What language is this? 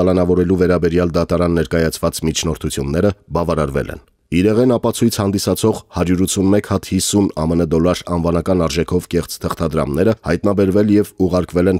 Armenian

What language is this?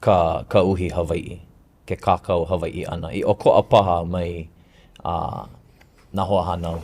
Hawaiian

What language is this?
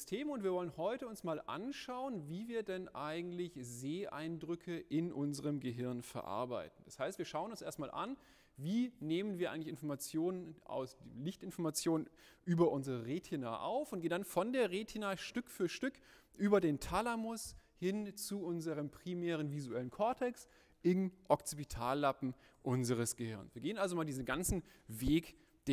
German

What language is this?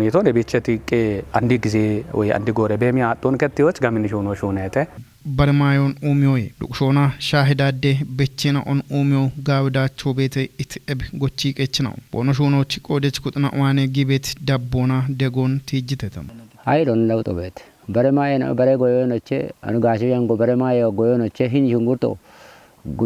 Kafa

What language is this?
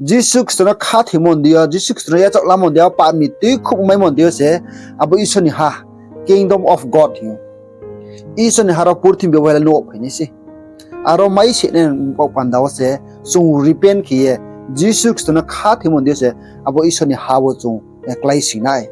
Riang (India)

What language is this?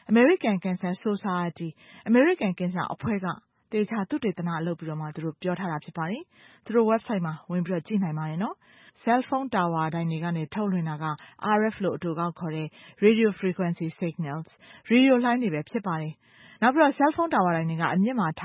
Burmese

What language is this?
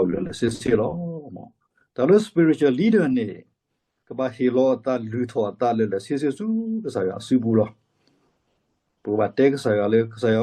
S'gaw Karen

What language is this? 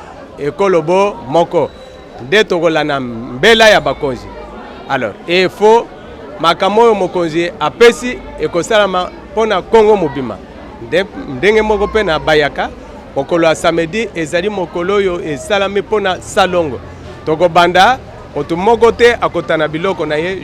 Lingala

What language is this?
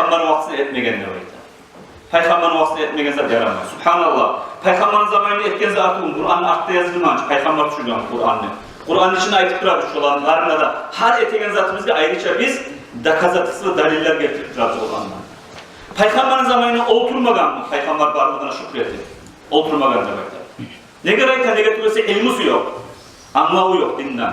Kumyk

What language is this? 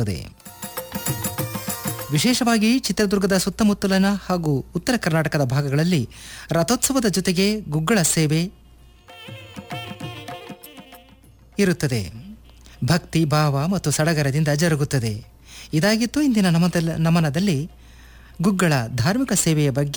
Kannada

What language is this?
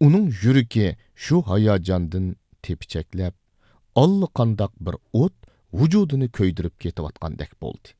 Uyghur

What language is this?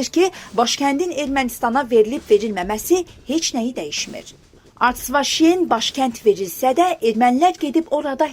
Azerbaijani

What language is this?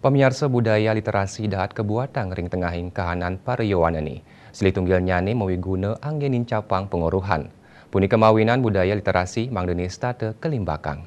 Balinese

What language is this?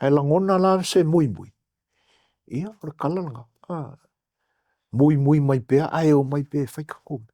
Samoan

